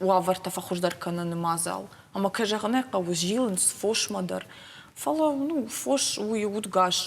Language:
Ossetic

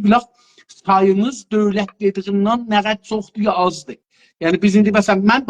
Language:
South Azerbaijani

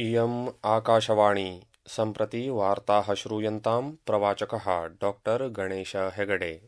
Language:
Sanskrit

